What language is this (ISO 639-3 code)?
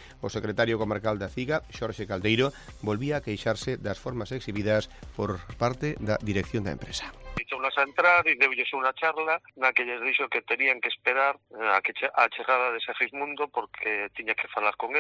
glg